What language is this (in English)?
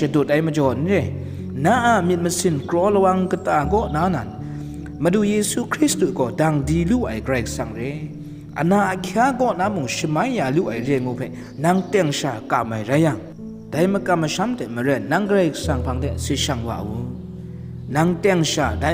Kachin